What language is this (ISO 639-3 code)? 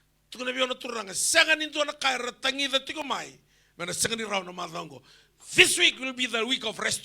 fij